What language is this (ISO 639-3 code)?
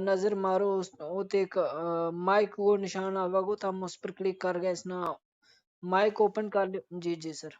gju